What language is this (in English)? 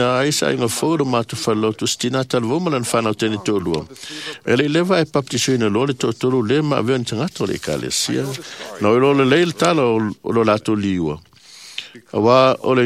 Samoan